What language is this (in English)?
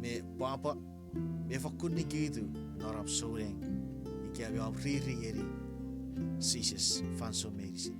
Chuukese